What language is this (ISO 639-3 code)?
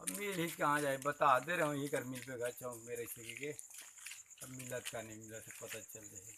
hne